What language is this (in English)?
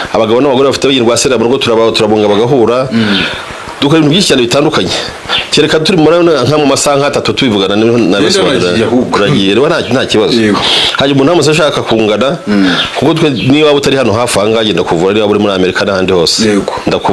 Kinyarwanda